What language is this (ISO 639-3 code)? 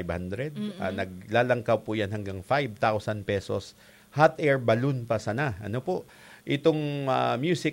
bik